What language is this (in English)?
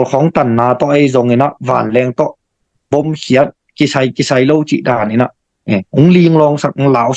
Tedim Chin